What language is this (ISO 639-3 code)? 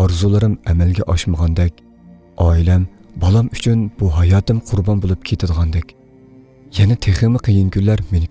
uig